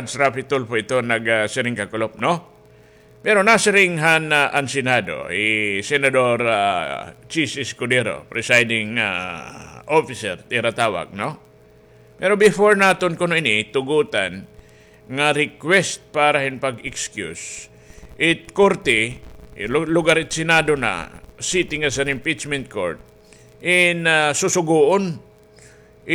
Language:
Waray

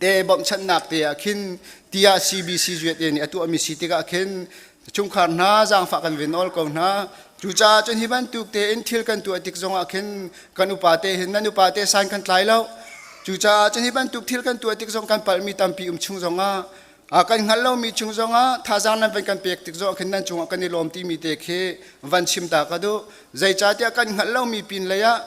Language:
Hakha Chin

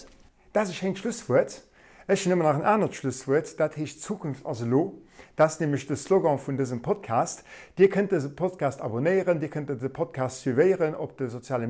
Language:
Luxembourgish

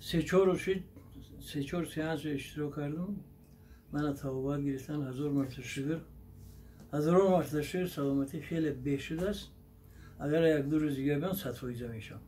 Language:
Tajik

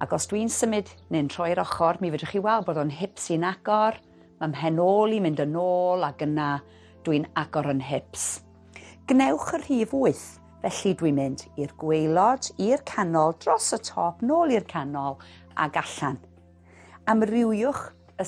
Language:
Welsh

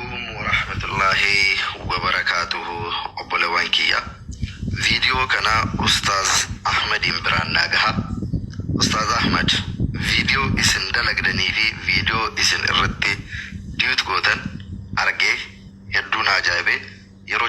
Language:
Oromo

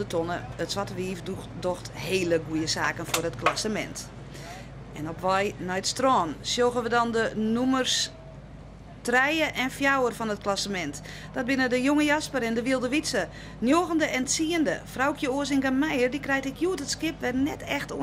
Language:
Western Frisian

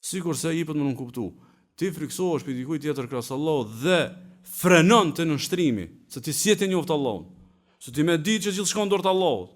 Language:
Albanian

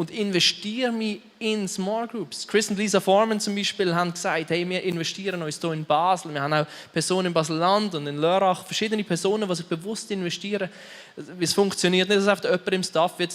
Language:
Swiss German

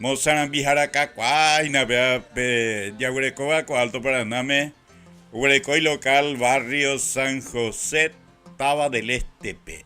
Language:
Guarani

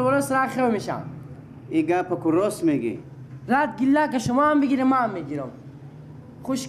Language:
Persian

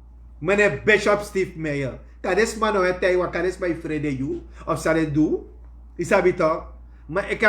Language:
Sranan Tongo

